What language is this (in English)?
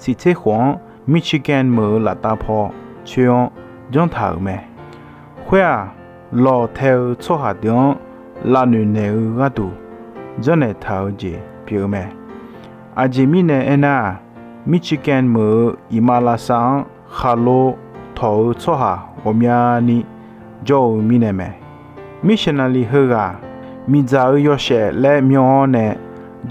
Akha